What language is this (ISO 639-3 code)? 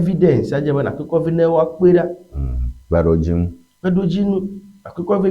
ewe